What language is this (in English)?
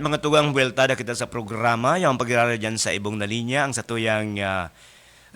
Bikol